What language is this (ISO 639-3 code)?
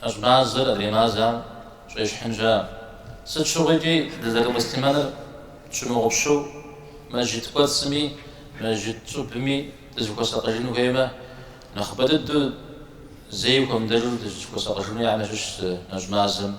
kbd